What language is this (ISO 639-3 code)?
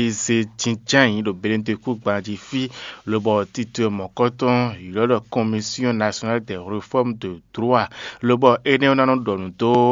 fon